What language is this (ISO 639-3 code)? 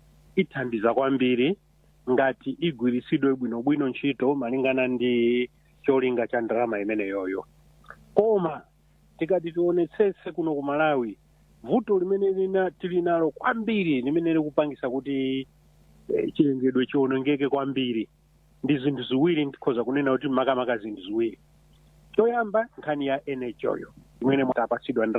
nya